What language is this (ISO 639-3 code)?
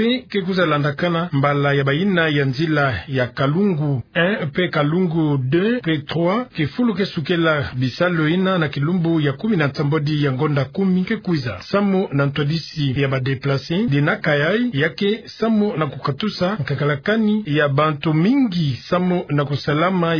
ktu